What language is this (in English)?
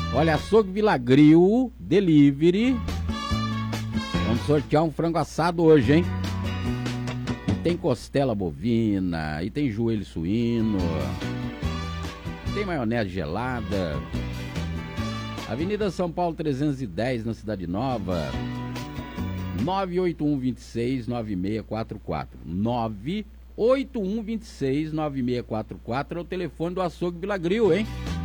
Portuguese